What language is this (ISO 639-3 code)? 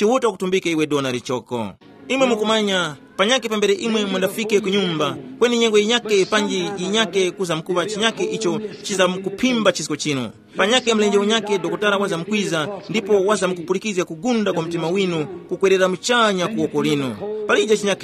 tum